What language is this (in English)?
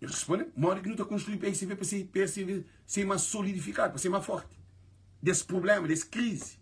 Kabuverdianu